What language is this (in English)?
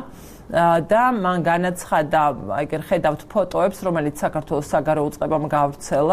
Georgian